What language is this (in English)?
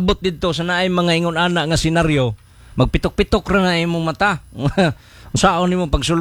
Cebuano